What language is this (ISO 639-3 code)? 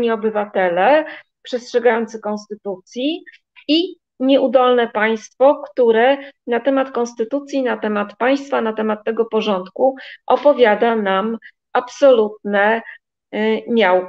pol